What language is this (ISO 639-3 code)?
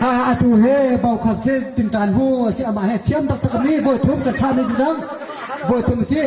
cnh